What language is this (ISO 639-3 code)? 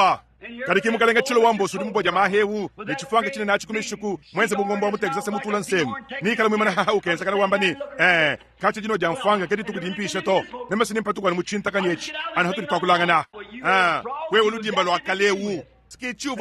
lua